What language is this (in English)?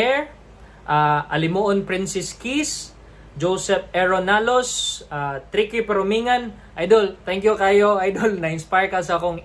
Cebuano